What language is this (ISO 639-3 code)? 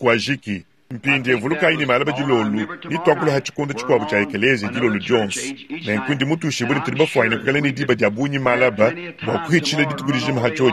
lua